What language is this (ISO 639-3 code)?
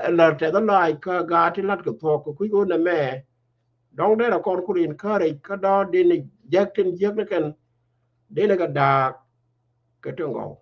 nus